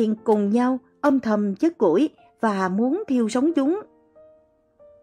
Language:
Vietnamese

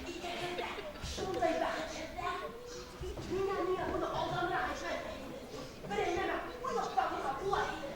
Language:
Bashkir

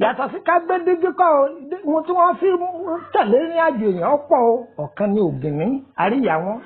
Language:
Yoruba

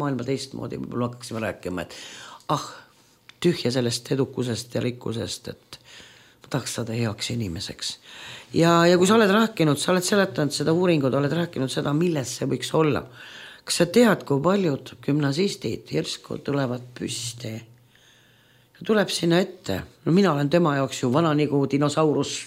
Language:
Estonian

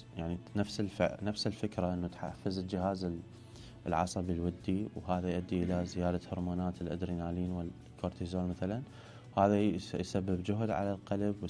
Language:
Mesopotamian Arabic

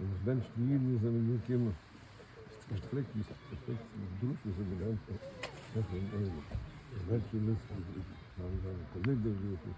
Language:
Yiddish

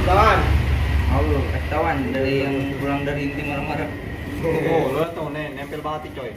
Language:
Betawi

